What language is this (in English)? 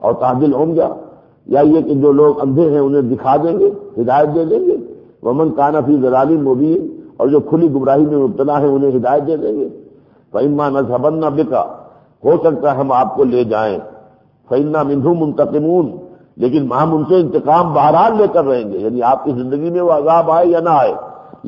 Urdu